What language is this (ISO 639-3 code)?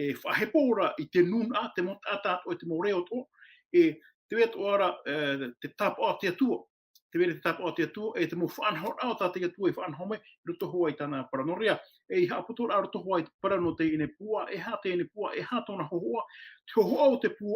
tah